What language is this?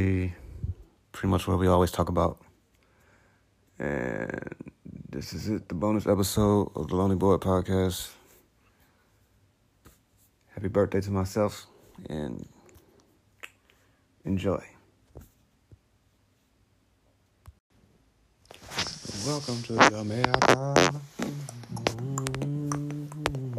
English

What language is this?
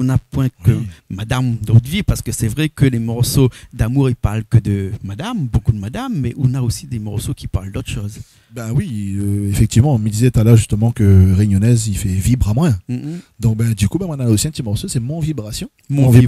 Réunion Creole French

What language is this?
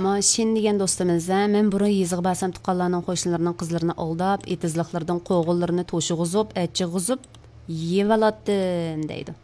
Uyghur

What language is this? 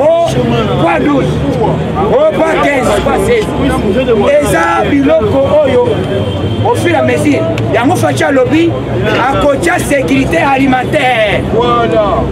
Lingala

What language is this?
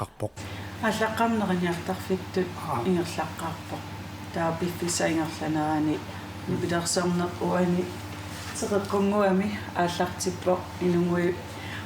Kalaallisut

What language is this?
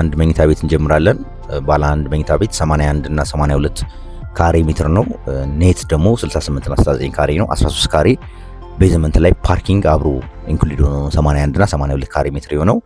Amharic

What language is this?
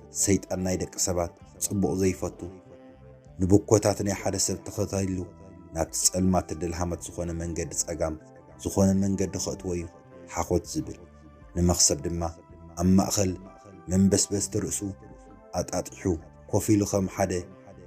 Tigrinya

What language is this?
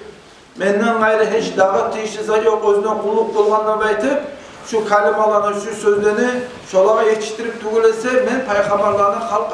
Kumyk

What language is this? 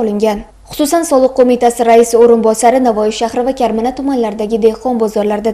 Uzbek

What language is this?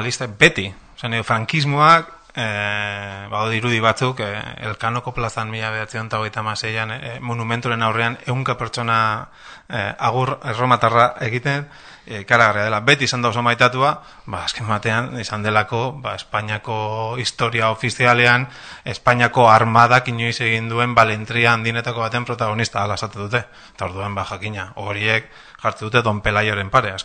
Basque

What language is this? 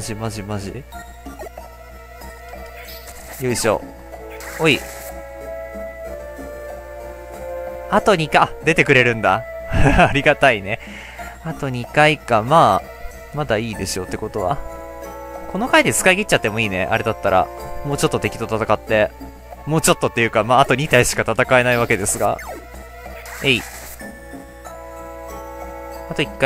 Japanese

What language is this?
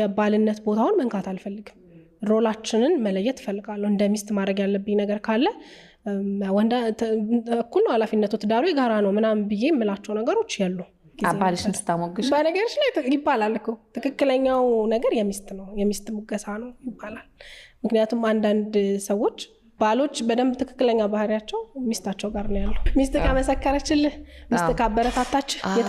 Amharic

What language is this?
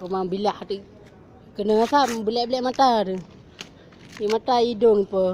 Achinese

